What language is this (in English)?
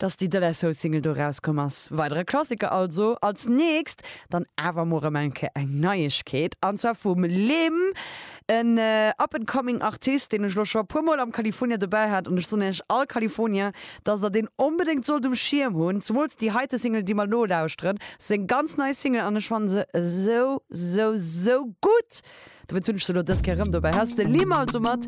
Luxembourgish